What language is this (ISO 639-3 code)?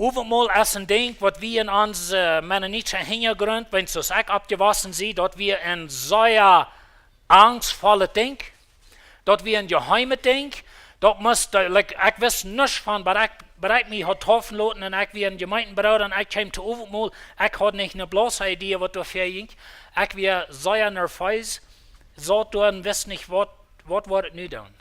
pdt